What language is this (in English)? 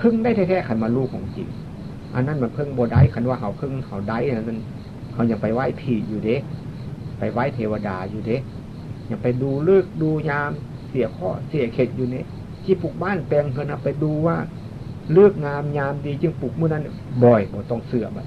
Northeastern Thai